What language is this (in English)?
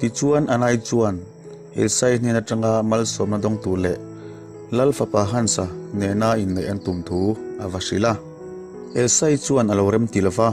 Mizo